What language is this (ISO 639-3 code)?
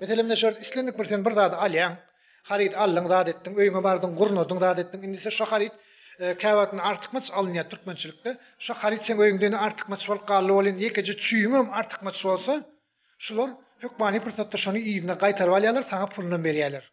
tuk